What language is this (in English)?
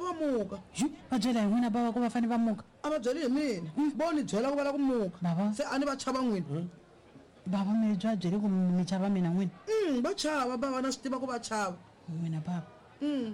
Tsonga